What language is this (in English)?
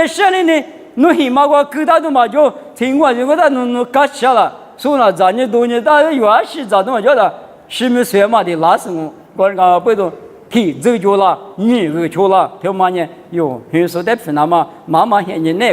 Lisu